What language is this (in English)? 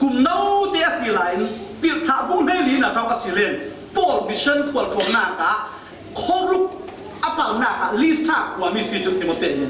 Falam Chin